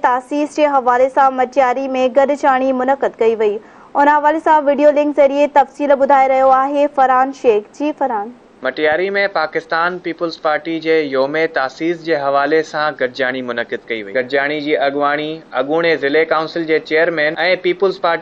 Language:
Sindhi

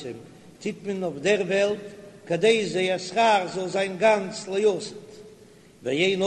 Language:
Yiddish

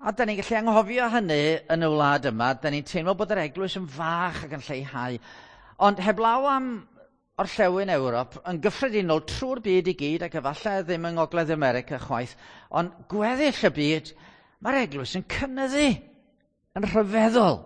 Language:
Welsh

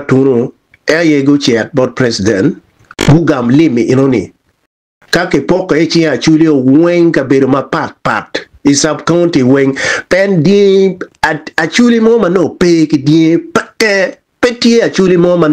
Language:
Acoli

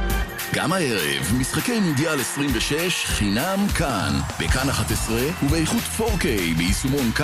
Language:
Hebrew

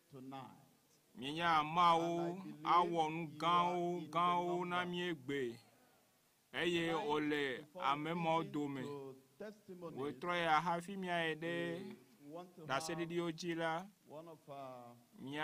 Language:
Ewe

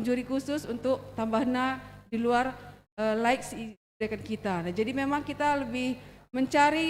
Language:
Batak Karo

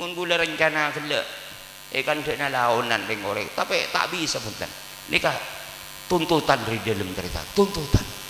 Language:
Madurese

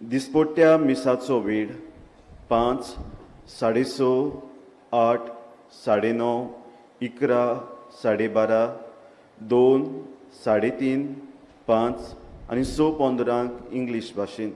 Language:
Konkani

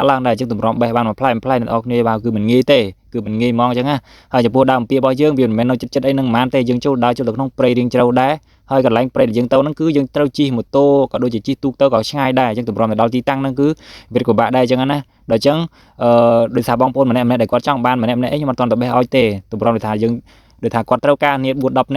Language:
Khmer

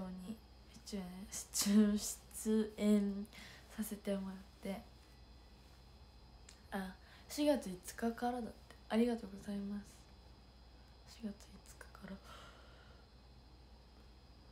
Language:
Japanese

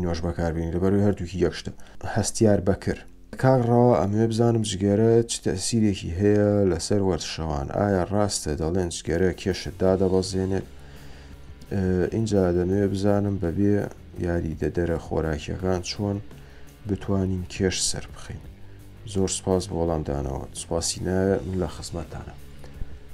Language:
Central Kurdish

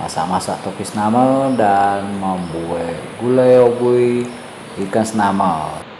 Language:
Minangkabau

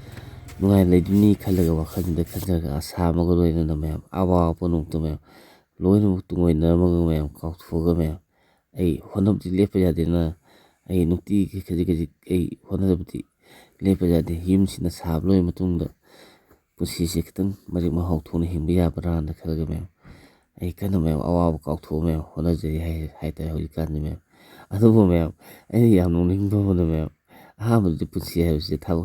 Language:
Manipuri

